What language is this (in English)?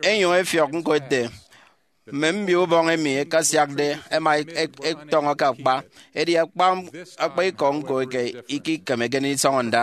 Efik